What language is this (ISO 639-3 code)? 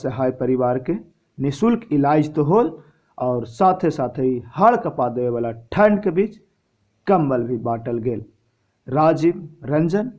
mag